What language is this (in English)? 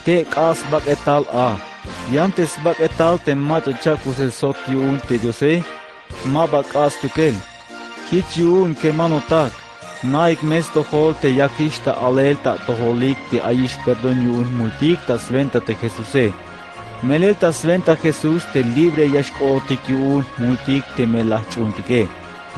Tzeltal